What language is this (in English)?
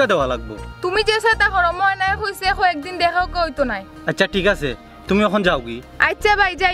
Sylheti